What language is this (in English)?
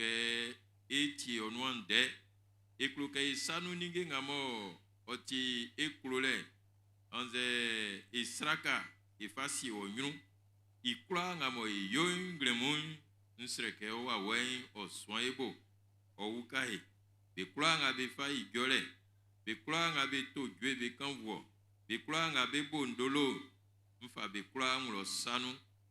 Baoulé